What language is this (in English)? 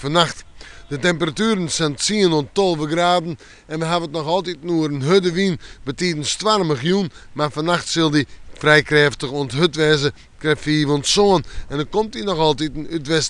Western Frisian